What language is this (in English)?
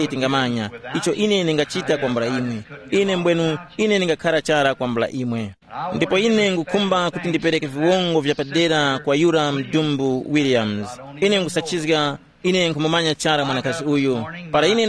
Tumbuka